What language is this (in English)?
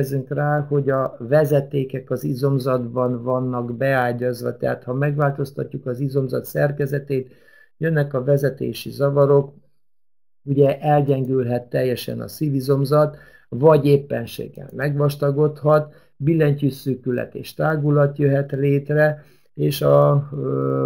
Hungarian